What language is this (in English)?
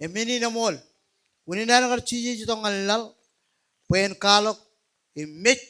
Marshallese